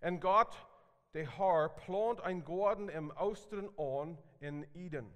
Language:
Plautdietsch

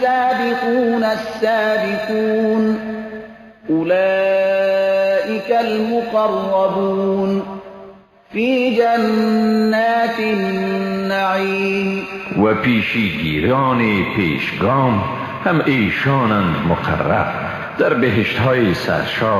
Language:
Persian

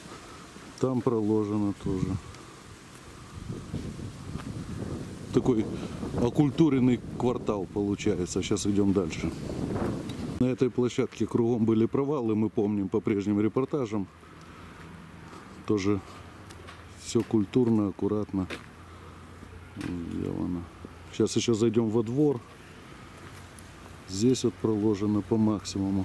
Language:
Russian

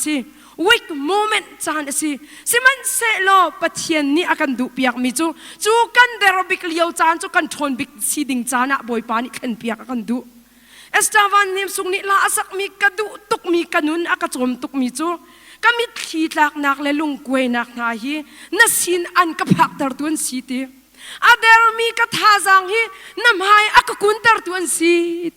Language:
Hakha Chin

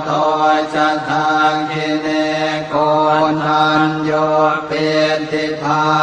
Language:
Pali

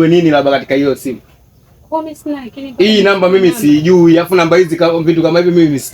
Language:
Swahili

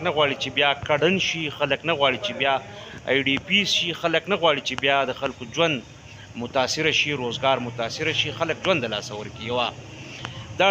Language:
Pashto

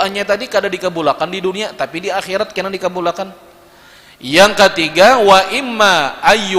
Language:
Banjar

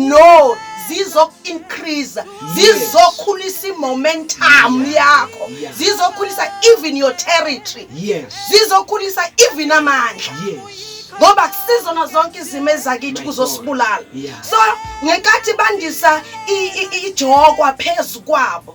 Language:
Zulu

